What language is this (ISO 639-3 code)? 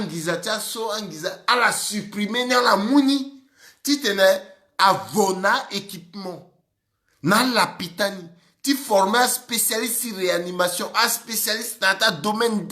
sag